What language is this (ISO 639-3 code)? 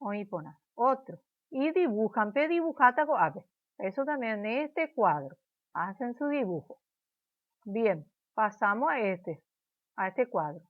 grn